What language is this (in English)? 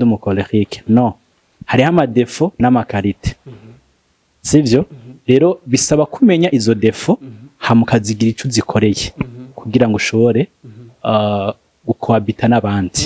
Rundi